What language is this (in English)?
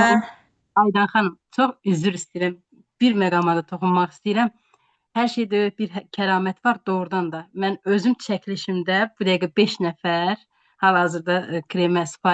Azerbaijani